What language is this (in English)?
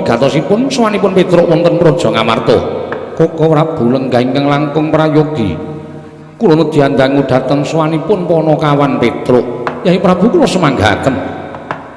Javanese